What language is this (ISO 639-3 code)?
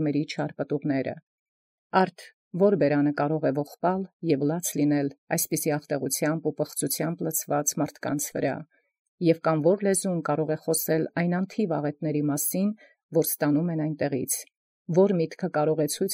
hye